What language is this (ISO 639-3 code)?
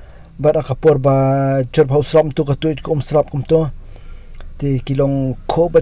kha